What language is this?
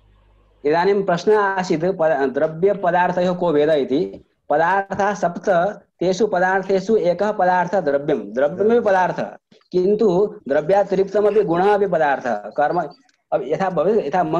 Sanskrit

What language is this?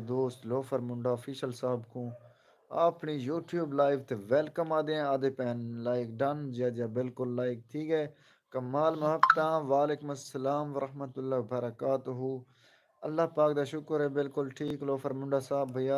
Saraiki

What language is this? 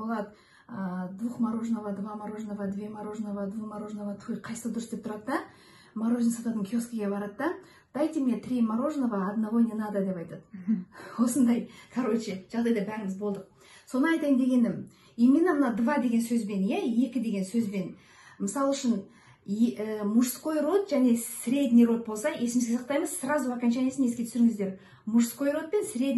Kazakh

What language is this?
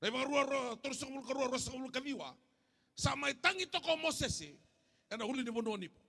Fijian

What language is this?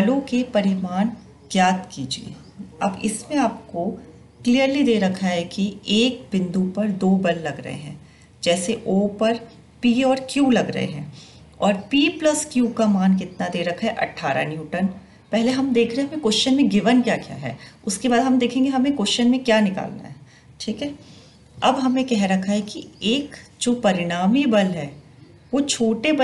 Hindi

